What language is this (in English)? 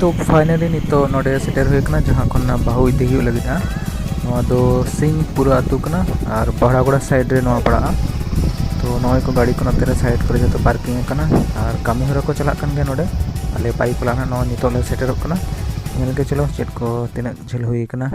Santali